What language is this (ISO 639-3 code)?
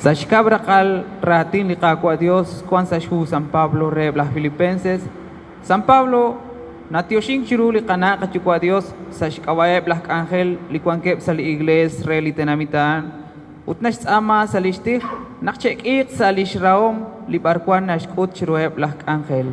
kek